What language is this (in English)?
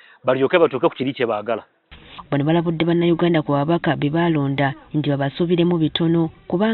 Ganda